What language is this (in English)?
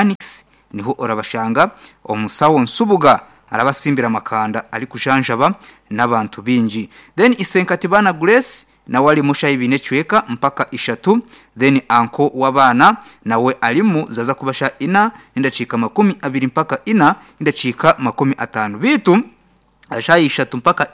Nyankole